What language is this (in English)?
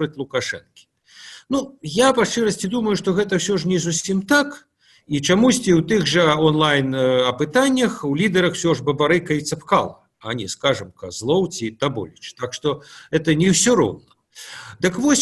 Belarusian